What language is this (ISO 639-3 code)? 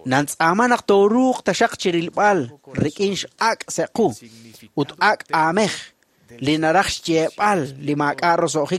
kek